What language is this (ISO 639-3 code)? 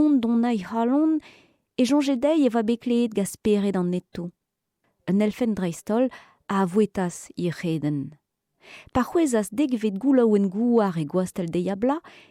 bre